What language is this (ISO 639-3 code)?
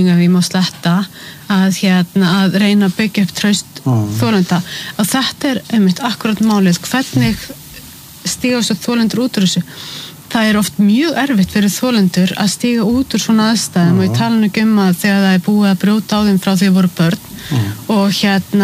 isl